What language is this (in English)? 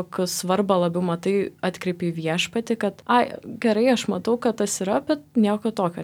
Lithuanian